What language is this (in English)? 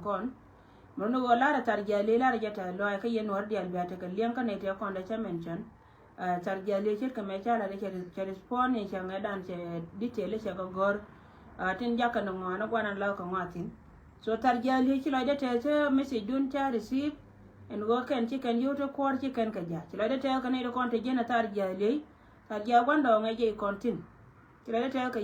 Nuer